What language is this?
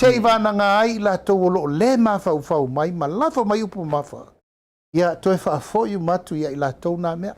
Samoan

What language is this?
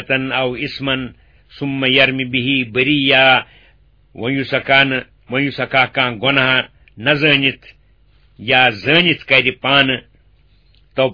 Kashmiri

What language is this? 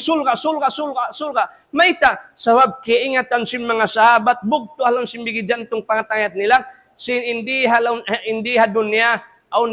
Tausug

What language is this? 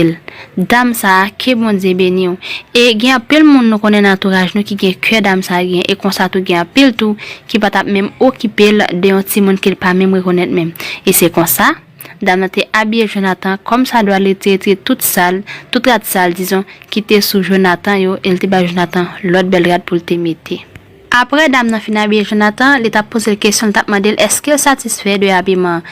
Haitian Creole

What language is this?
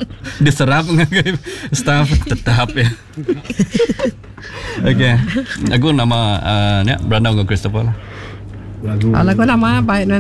Iban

